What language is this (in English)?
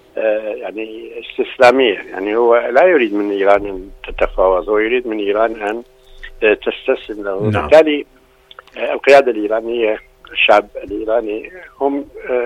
Arabic